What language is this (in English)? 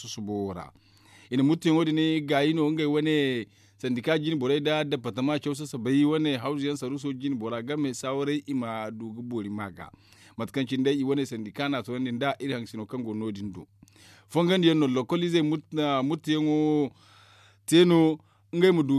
Zarma